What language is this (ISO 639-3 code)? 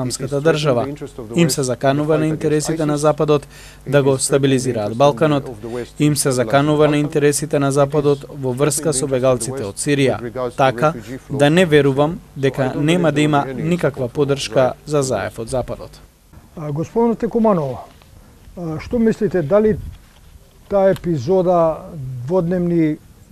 mkd